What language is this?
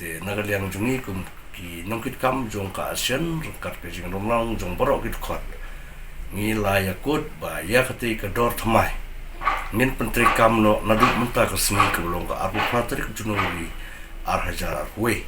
Khasi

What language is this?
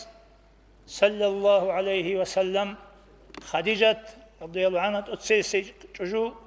Avaric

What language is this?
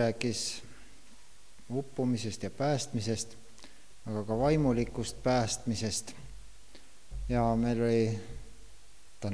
Estonian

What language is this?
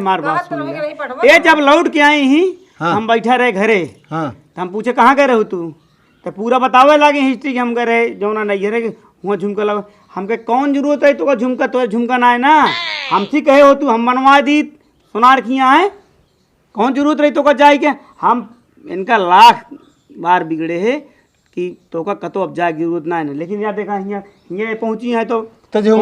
Awadhi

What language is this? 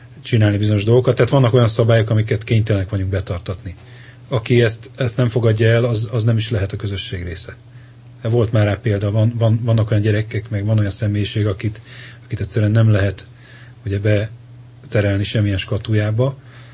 Hungarian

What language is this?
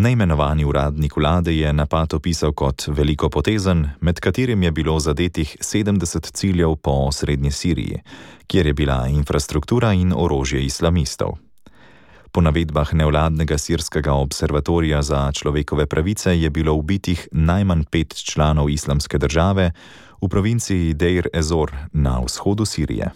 Slovenian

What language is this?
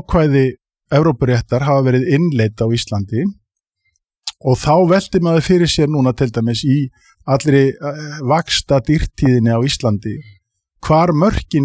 Icelandic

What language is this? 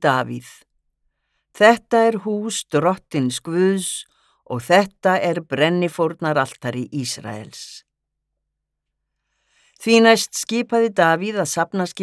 Icelandic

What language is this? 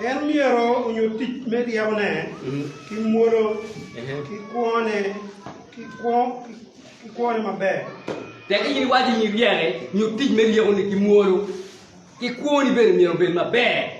Acoli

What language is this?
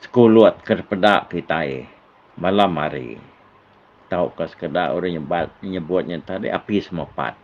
Iban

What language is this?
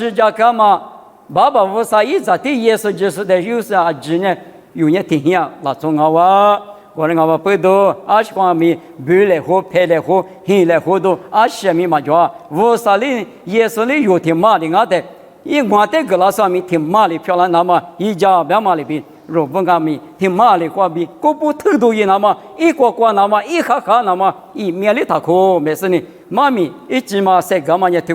Lisu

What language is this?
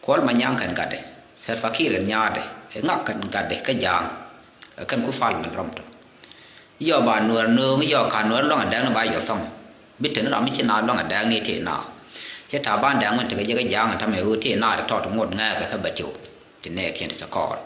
Nuer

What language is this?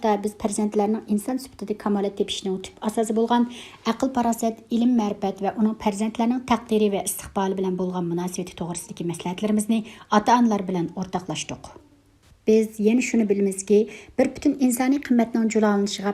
Uyghur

